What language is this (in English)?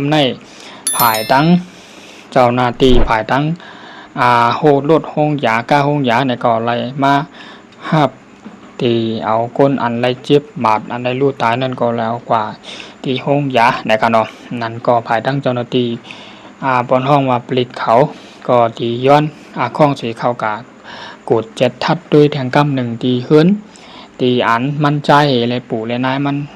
Shan